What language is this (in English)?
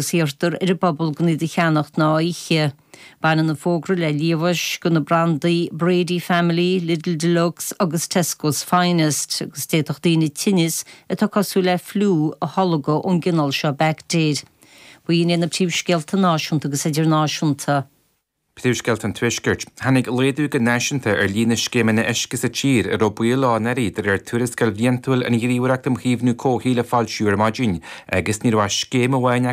Irish